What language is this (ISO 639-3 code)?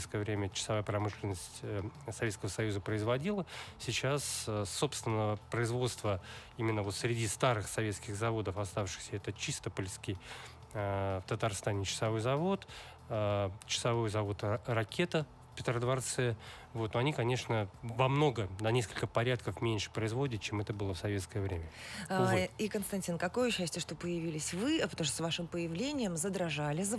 rus